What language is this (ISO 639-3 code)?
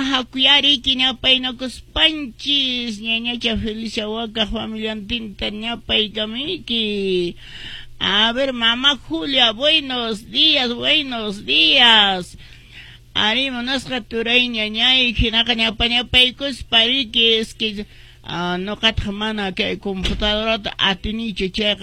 que